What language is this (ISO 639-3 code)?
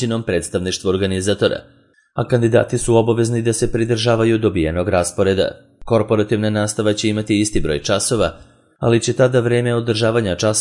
srp